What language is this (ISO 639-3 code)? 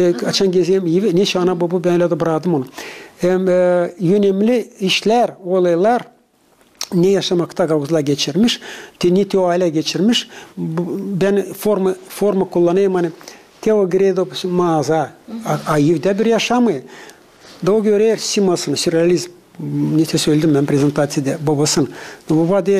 gag